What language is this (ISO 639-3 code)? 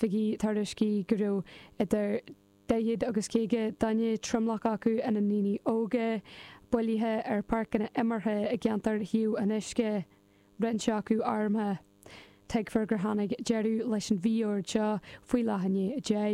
gle